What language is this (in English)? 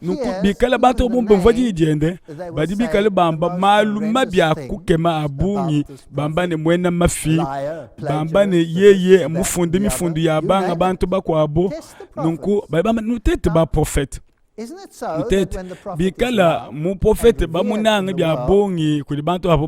Luba-Lulua